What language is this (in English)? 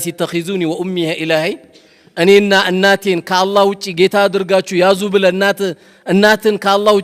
Amharic